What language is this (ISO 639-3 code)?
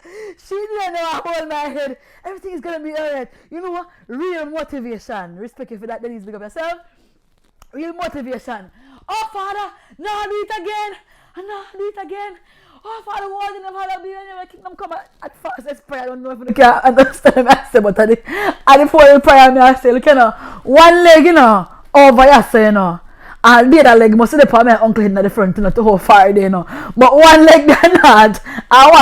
jam